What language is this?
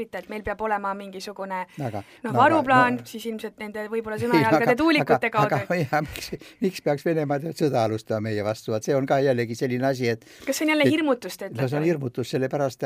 Estonian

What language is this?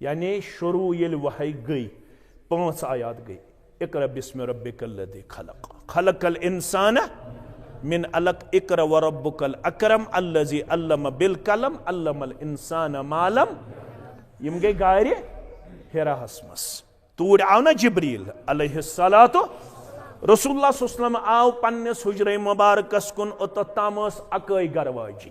Kashmiri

